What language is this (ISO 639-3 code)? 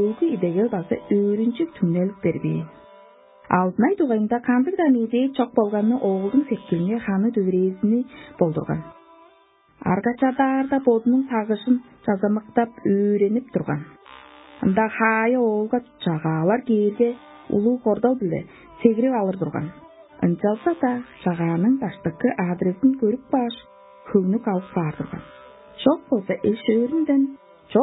tyv